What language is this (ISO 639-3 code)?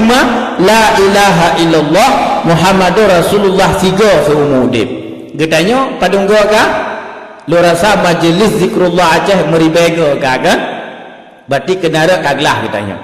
ace